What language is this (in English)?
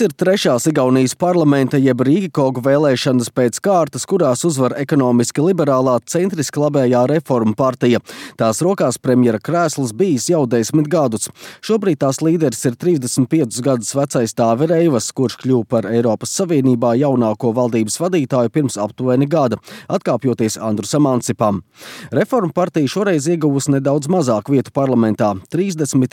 Latvian